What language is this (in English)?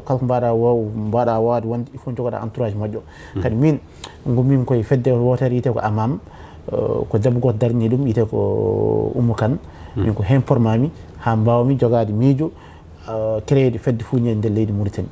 Fula